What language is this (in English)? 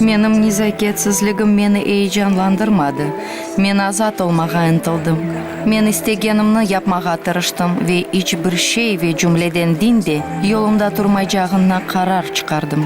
Crimean Tatar